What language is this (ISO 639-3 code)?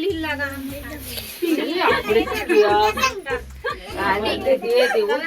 hne